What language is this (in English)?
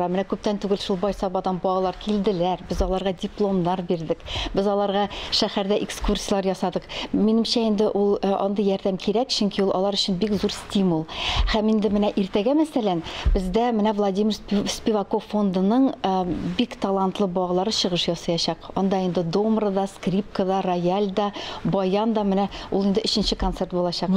Tatar